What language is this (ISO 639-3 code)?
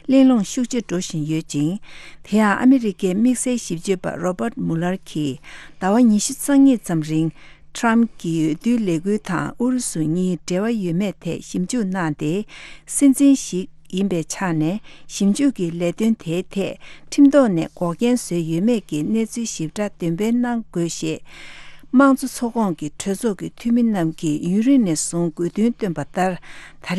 bod